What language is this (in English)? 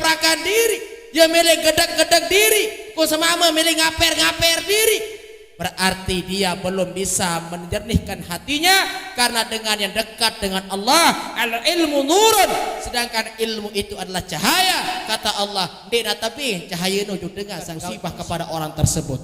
Sasak